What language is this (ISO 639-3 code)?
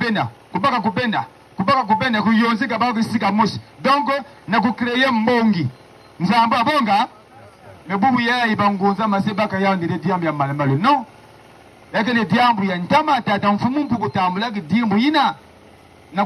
ktu